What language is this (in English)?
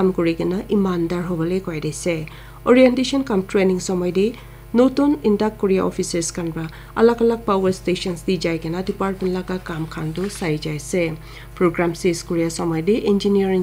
Naga Pidgin